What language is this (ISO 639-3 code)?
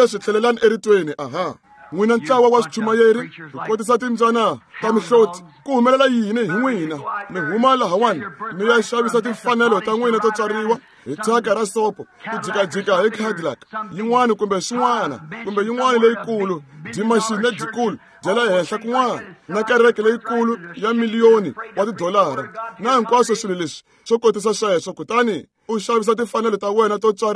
tso